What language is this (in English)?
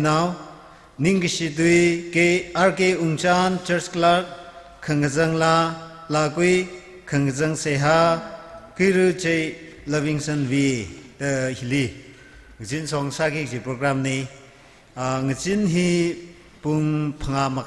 Tangkhul Naga (India)